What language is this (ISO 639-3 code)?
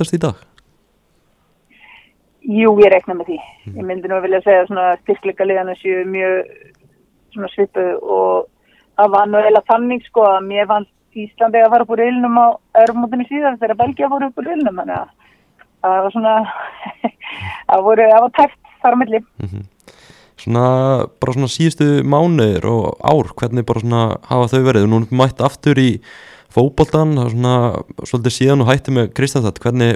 isl